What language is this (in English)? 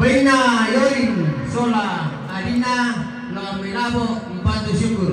Toraja-Sa'dan